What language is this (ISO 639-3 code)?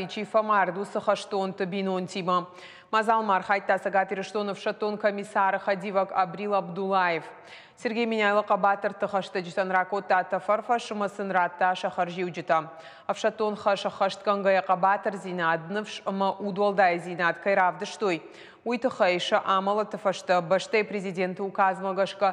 oss